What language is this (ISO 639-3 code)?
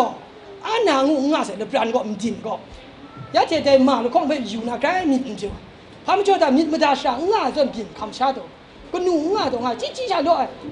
kac